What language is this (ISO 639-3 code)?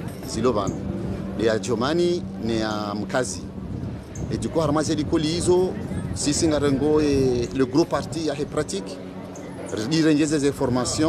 zdj